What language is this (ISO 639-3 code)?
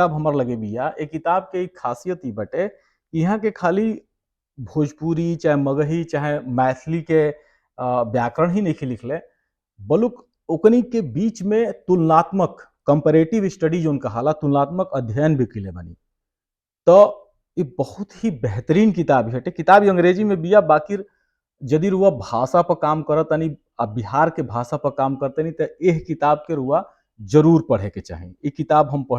bho